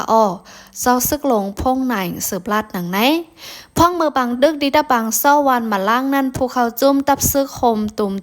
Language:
Shan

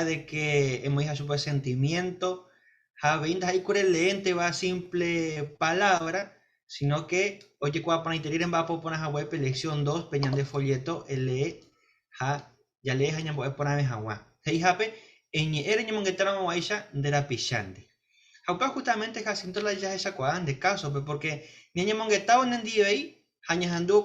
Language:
Guarani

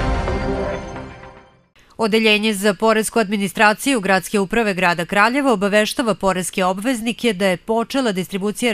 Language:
Serbian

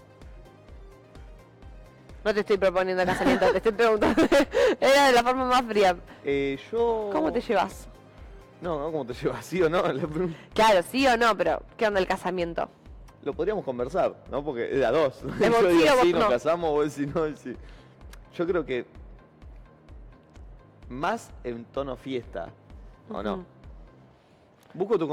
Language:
Spanish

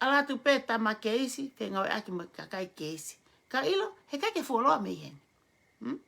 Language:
Tongan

